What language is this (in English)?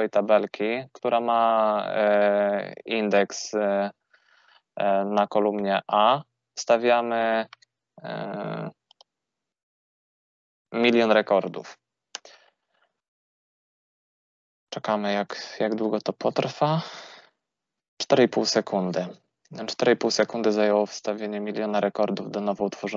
Polish